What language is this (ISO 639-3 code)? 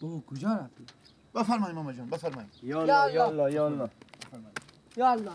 fas